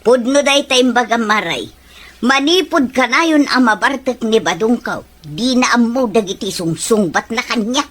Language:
Iloko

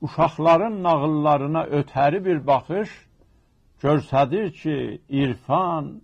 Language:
South Azerbaijani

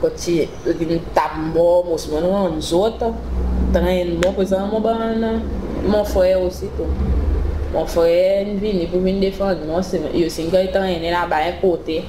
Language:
Seselwa Creole French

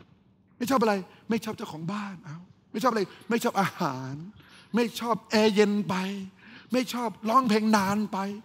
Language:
Thai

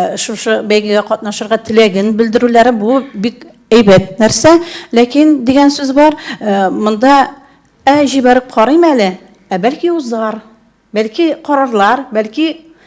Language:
Tatar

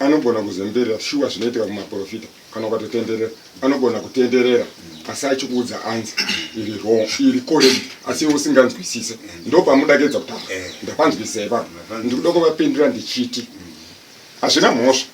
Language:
Shona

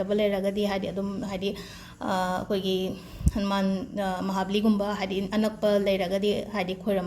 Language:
Manipuri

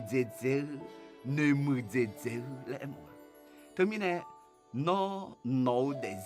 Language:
Akha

